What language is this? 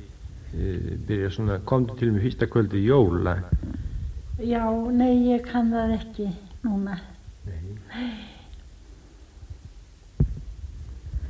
Icelandic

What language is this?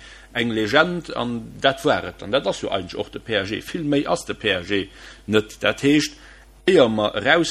Luxembourgish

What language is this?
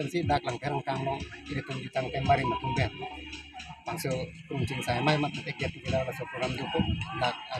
Karbi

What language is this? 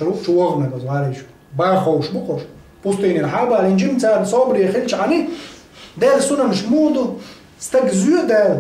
Chechen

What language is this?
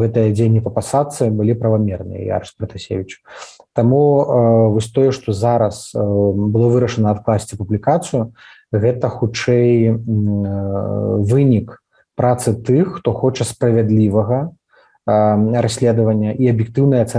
Belarusian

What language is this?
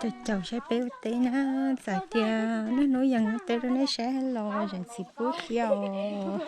Hmong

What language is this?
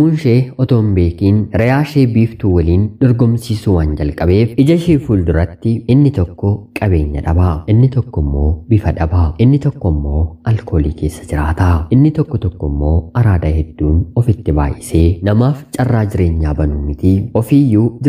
Oromo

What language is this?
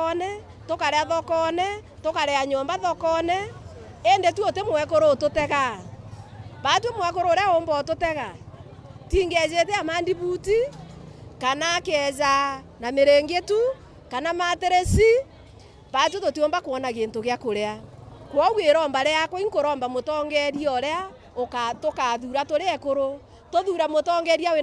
Meru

